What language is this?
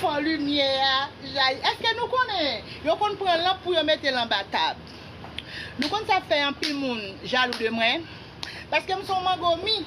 Haitian Creole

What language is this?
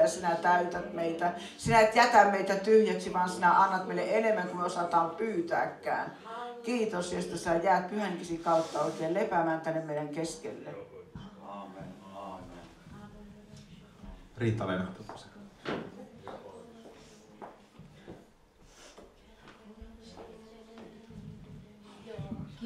Finnish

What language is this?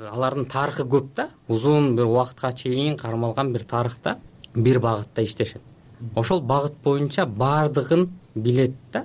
Kyrgyz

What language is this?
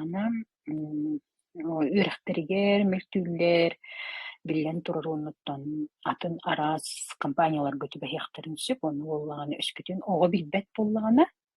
Yakut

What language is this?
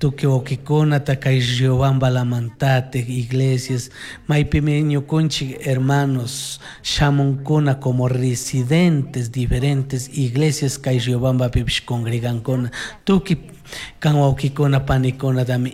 Chimborazo Highland Quichua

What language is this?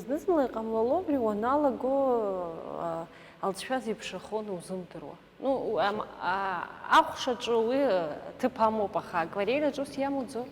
Abkhazian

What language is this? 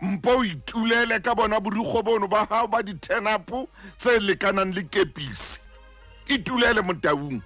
Southern Sotho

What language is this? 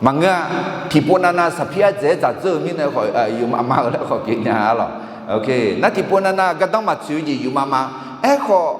Akha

